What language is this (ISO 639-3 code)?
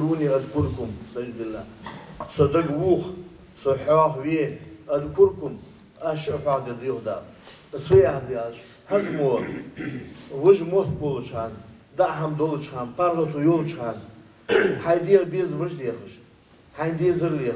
inh